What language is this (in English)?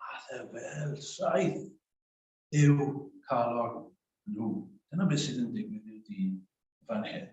Welsh